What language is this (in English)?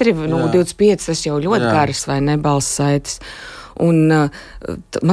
Latvian